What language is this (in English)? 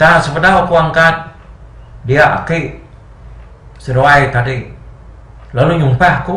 Iban